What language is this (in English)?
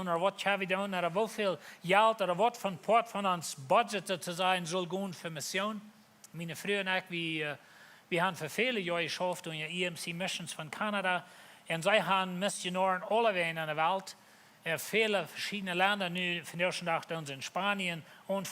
Plautdietsch